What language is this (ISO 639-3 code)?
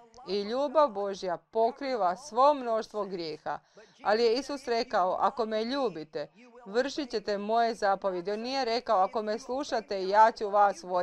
hrv